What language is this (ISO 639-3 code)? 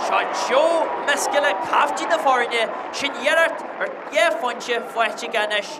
gle